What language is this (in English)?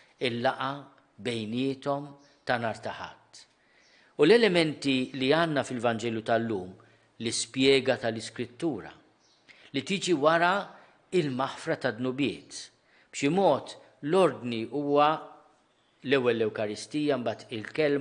Maltese